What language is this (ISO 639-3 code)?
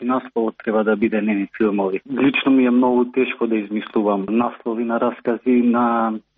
mkd